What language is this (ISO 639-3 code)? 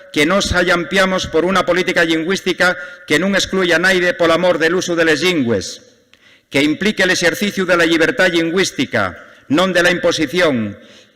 ast